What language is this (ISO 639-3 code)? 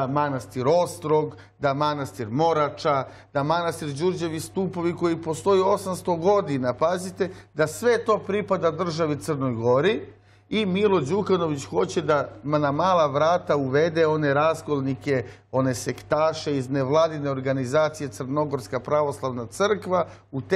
srp